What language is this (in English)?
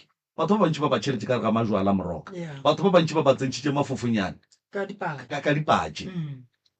Northern Sotho